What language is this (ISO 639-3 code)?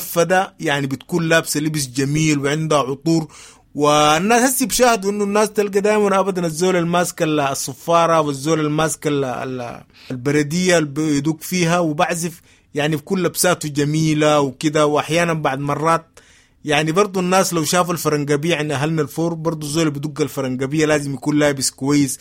apd